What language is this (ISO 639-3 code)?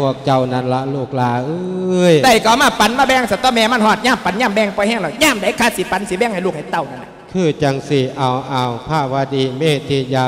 lao